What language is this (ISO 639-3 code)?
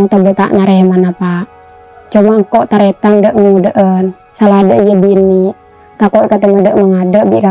mad